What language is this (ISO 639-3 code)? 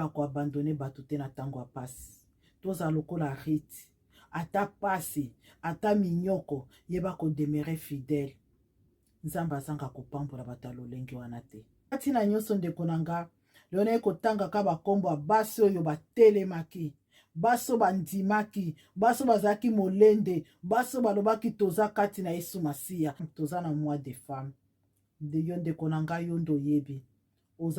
lin